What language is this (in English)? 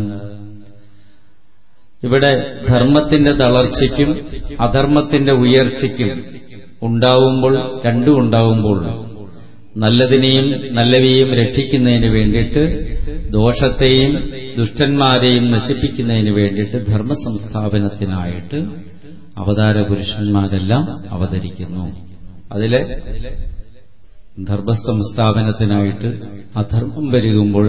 Malayalam